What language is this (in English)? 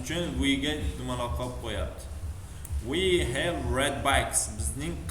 Uzbek